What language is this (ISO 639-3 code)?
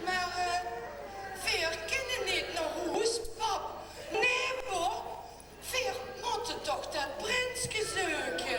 lim